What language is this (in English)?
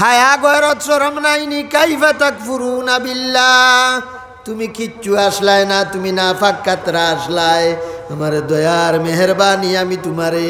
Sylheti